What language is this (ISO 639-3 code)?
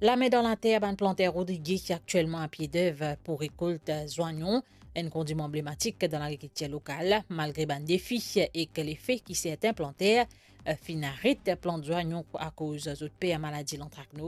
mfe